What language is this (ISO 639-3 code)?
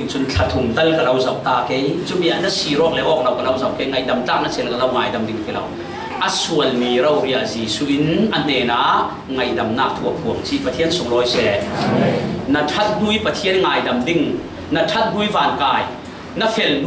cfm